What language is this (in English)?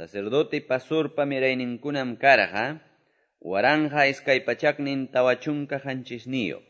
Quechua